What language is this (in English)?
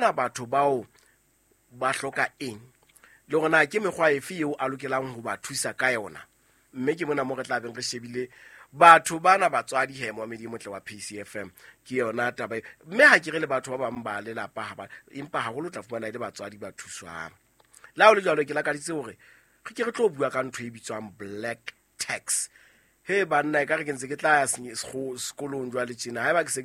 Southern Sotho